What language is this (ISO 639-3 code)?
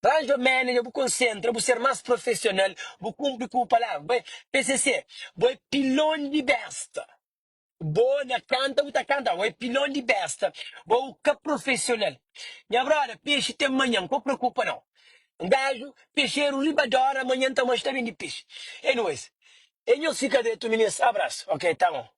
kea